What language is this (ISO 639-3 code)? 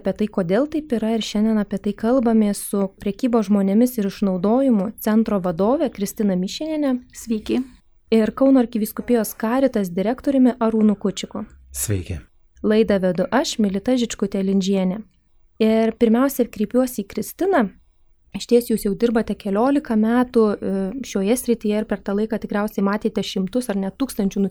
lit